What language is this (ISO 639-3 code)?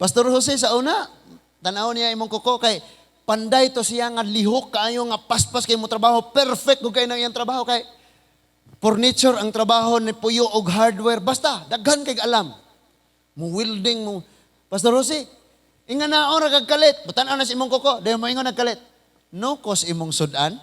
ceb